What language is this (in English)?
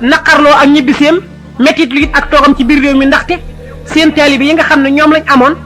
Wolof